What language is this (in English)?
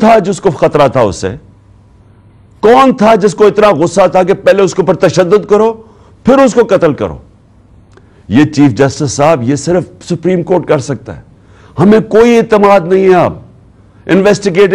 Urdu